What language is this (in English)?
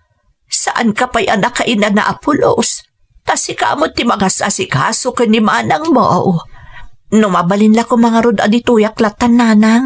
Iloko